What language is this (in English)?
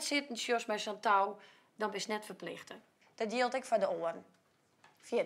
Western Frisian